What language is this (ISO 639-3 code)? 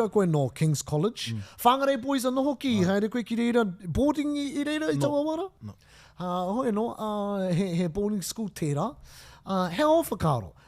mri